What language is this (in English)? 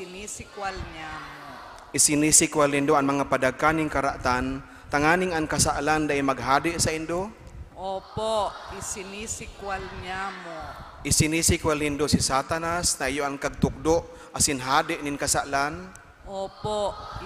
Bikol